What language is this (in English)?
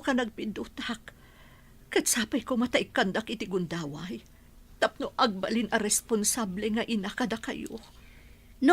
Iloko